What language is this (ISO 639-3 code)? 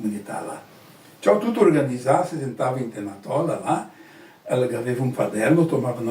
vec